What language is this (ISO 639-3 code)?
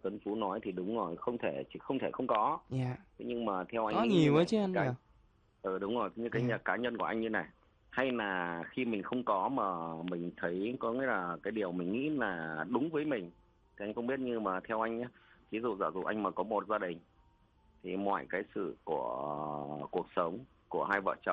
vie